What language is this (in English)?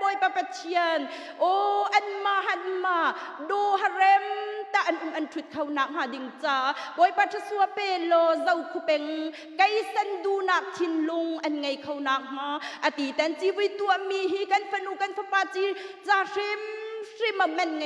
Hakha Chin